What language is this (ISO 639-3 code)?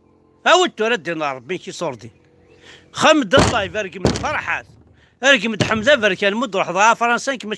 kab